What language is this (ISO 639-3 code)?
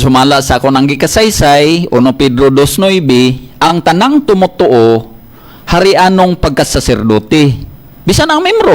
ceb